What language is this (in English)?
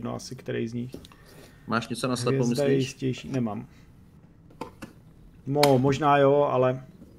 Czech